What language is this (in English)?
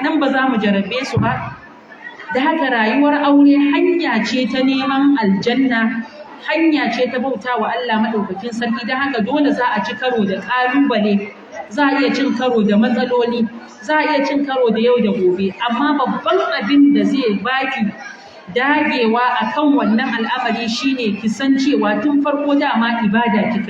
Hausa